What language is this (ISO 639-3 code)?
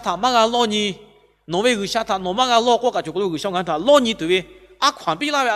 lhu